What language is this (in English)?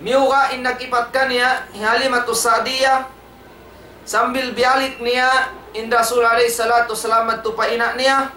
Tausug